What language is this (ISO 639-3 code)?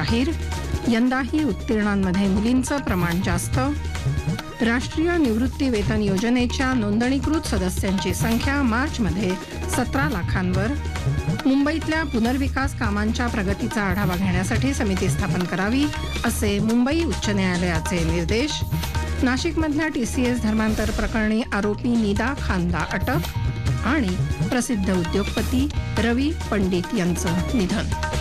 mar